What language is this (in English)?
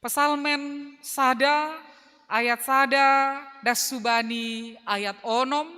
Batak Simalungun